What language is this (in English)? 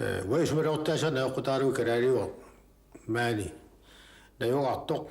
Kalaallisut